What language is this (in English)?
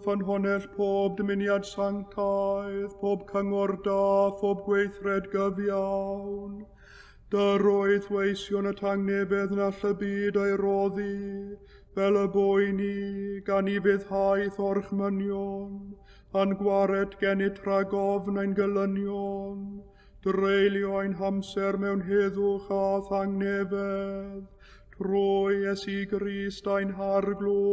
Welsh